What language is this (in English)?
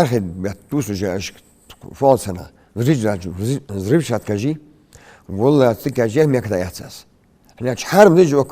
Ingush